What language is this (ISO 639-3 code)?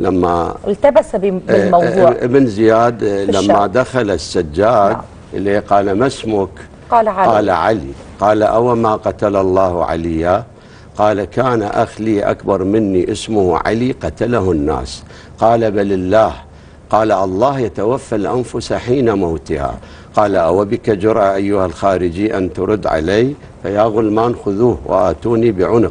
ara